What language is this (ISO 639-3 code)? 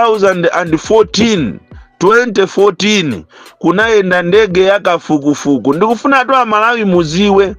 nya